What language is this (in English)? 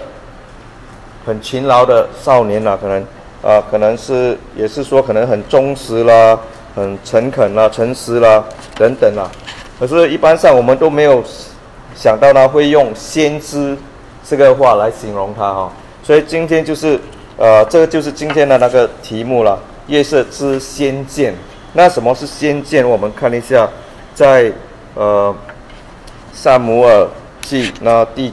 Chinese